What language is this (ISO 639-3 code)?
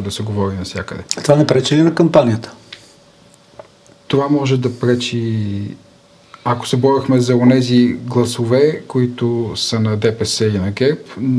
bul